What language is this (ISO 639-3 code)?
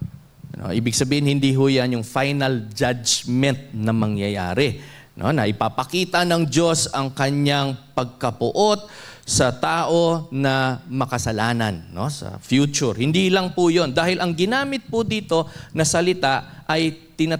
fil